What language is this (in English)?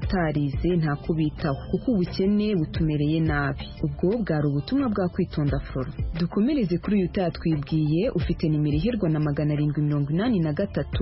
Kinyarwanda